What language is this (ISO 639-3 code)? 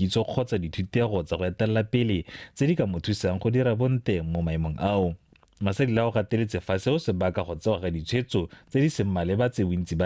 tsn